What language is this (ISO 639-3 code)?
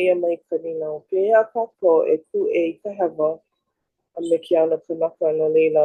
haw